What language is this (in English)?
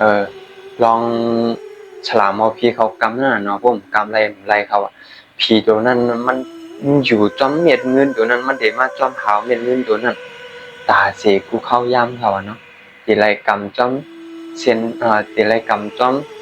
Shan